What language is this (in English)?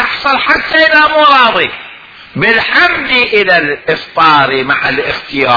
Mesopotamian Arabic